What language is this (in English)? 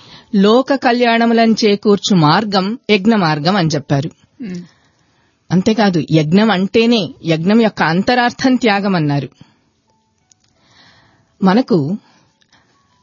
Telugu